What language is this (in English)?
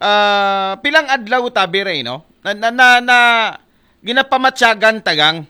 Aklanon